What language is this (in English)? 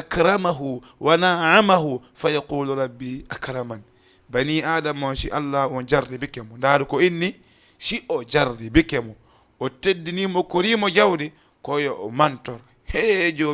Fula